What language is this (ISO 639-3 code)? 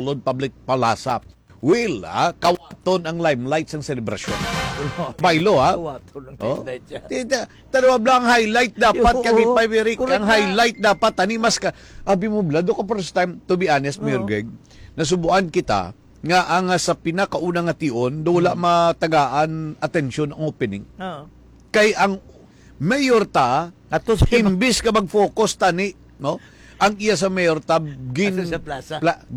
hil